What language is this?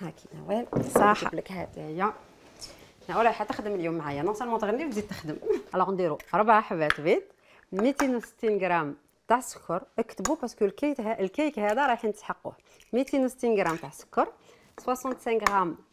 Algerian Arabic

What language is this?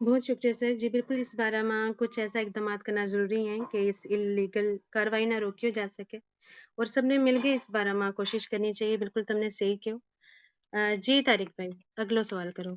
Gujari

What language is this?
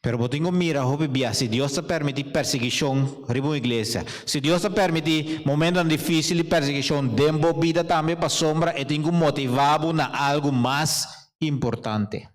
Papiamento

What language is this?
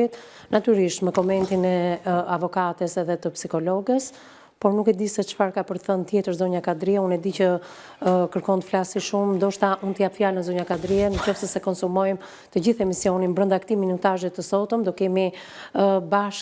Albanian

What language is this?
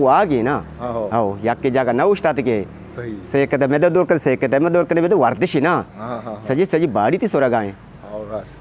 Eastern Balochi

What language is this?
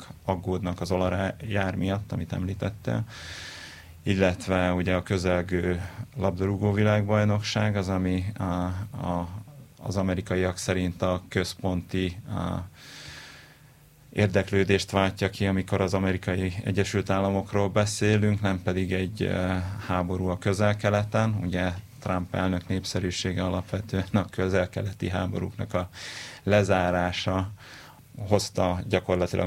Hungarian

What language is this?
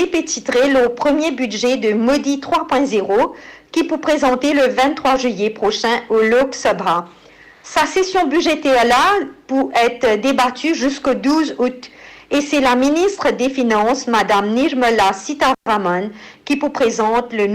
Morisyen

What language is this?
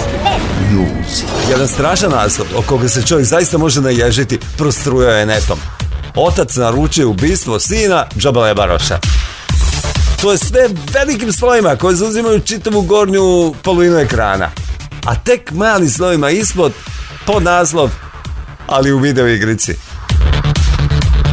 Serbian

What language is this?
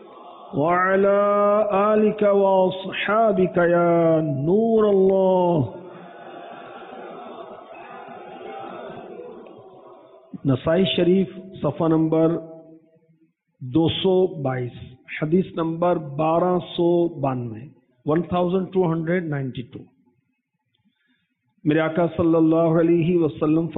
Urdu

